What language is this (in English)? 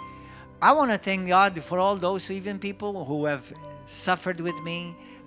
English